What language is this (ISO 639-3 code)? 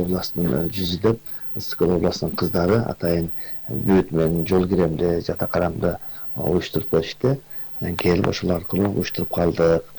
kir